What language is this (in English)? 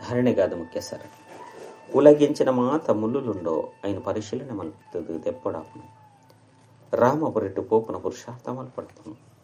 Tulu